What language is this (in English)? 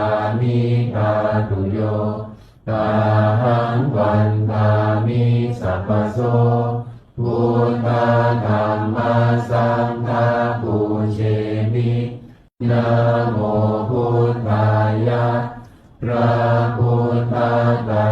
Pali